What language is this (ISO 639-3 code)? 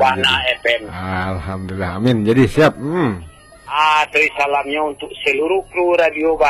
min